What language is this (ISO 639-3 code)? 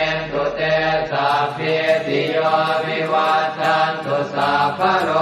pli